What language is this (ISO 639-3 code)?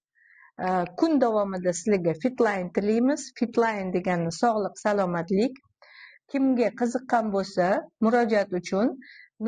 uzb